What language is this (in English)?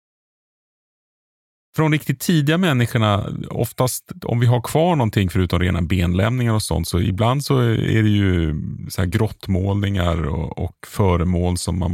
Swedish